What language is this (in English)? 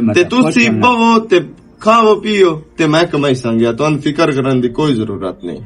Western Panjabi